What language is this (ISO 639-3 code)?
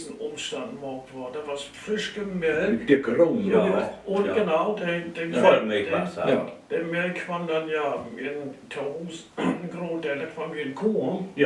nds